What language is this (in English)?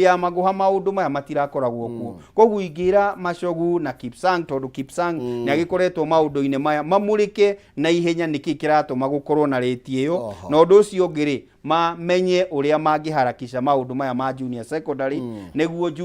Kikuyu